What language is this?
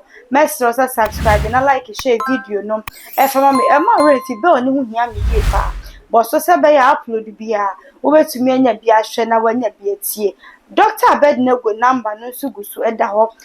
Akan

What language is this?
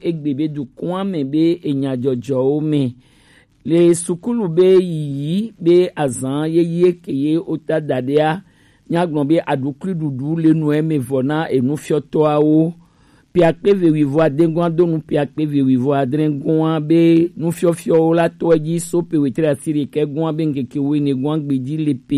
Gen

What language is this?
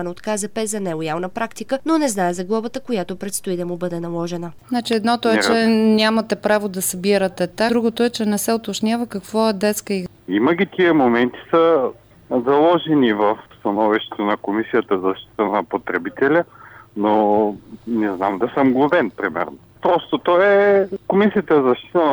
Bulgarian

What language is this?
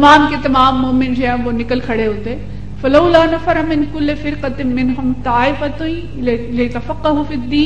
Urdu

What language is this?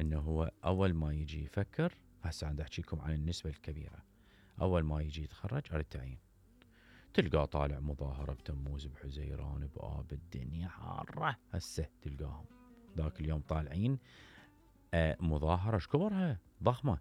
Mesopotamian Arabic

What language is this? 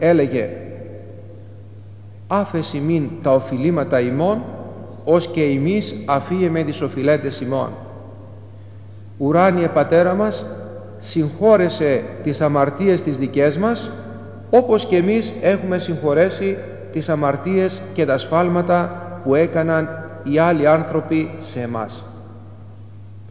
Greek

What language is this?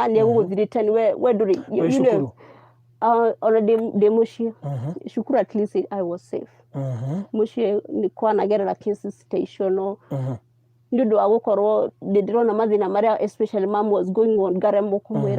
Kikuyu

